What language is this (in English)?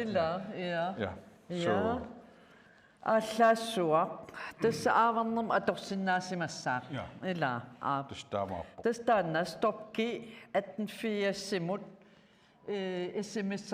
Kalaallisut